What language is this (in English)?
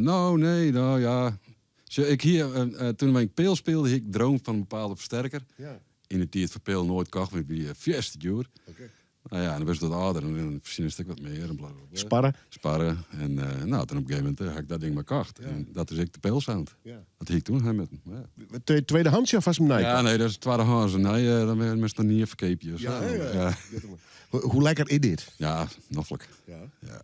Western Frisian